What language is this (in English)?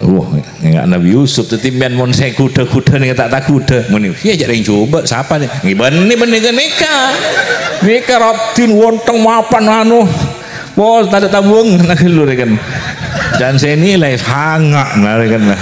Madurese